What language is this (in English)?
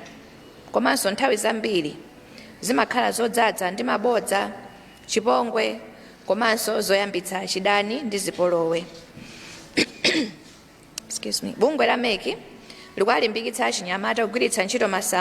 Nyanja